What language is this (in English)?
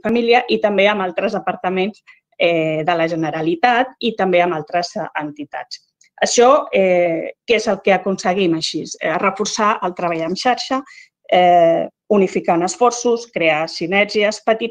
Catalan